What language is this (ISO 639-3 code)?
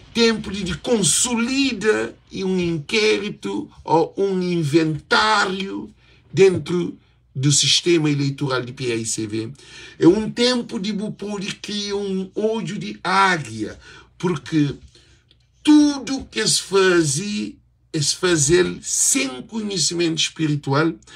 kea